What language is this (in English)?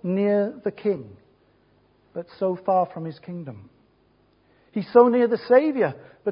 English